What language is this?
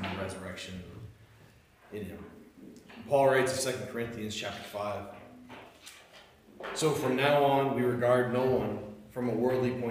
English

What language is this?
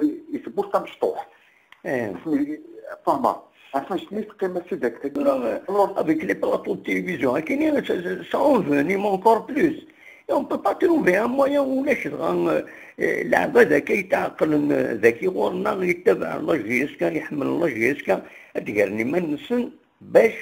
Kabyle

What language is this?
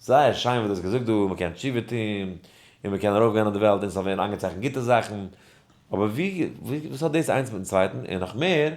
Yiddish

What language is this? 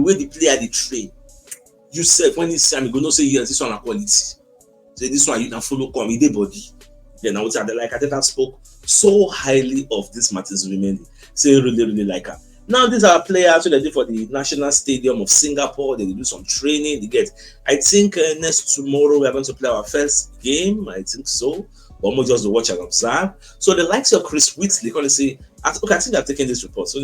Nigerian Pidgin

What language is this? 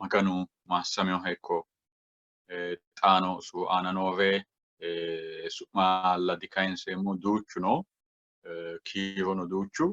Sidamo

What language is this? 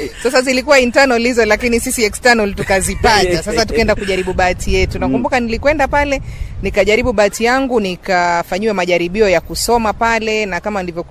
Swahili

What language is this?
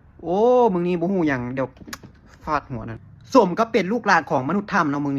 Lao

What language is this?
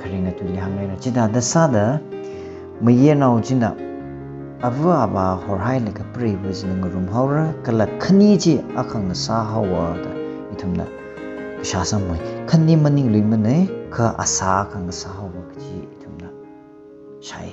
Tangkhul Naga (India)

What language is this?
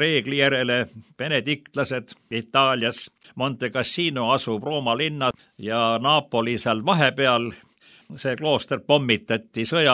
Estonian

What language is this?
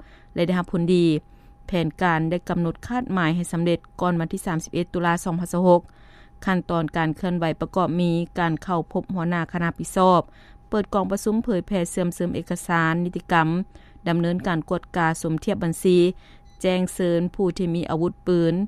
Lao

